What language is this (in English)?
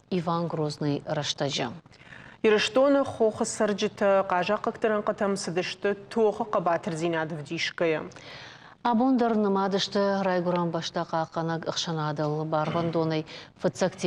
Ossetic